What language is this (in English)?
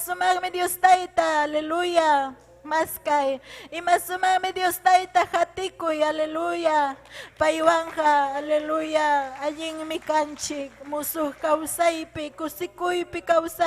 Ayacucho Quechua